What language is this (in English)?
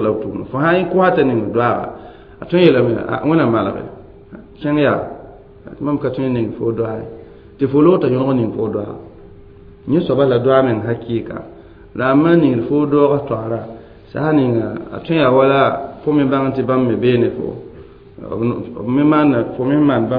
Mossi